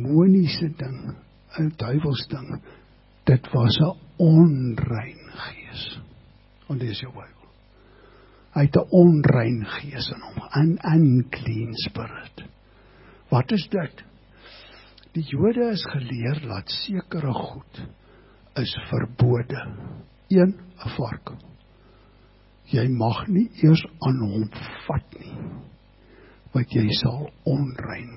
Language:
Afrikaans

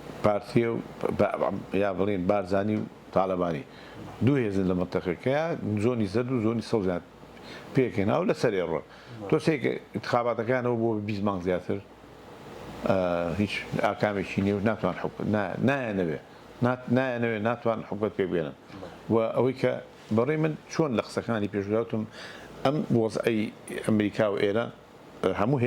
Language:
Central Kurdish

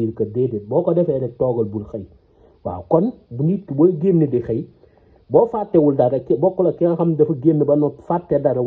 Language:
Wolof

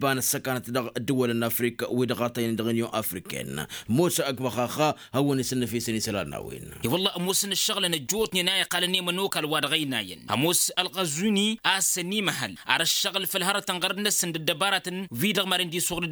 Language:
Tamasheq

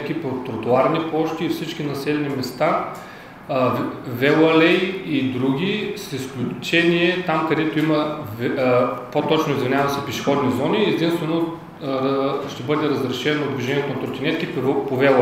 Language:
Bulgarian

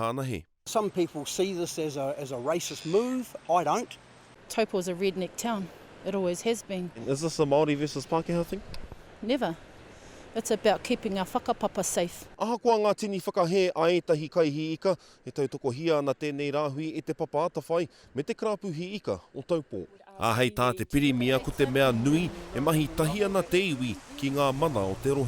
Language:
Māori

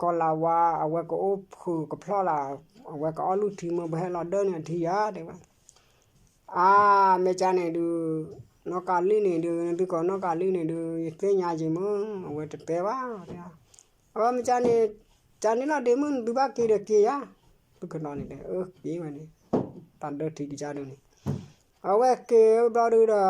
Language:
S'gaw Karen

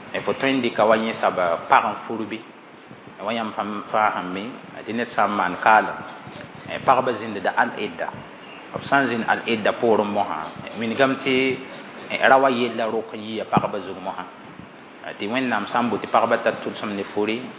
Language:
Mossi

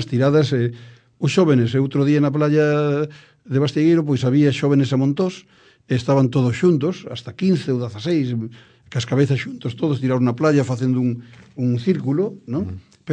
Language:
Galician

